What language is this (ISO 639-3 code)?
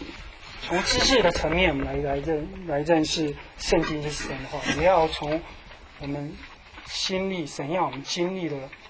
zho